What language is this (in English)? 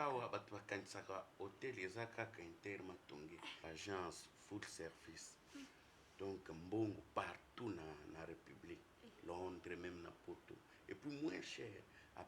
Lingala